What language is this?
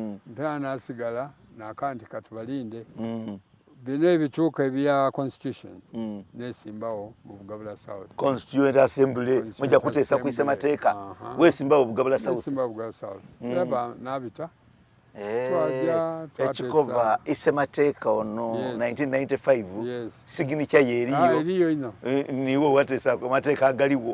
Soga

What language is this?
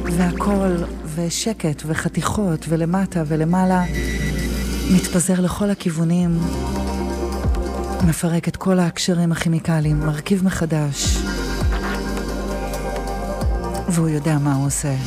Hebrew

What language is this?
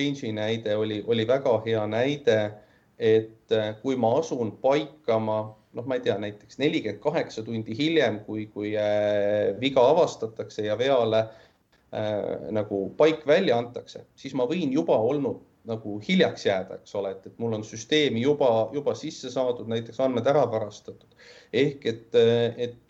Estonian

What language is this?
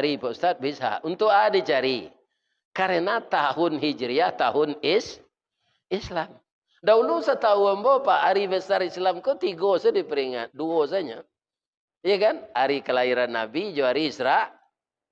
Minangkabau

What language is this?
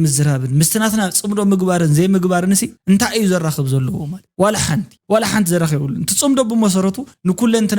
Tigrinya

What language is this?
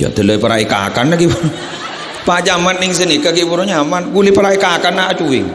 Madurese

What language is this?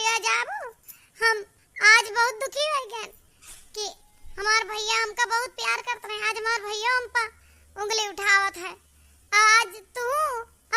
Awadhi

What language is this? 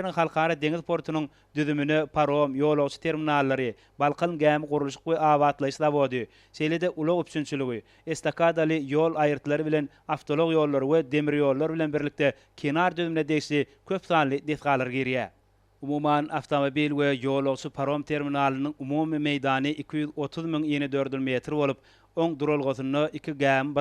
Turkmen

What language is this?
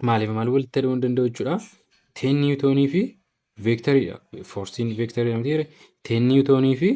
Oromo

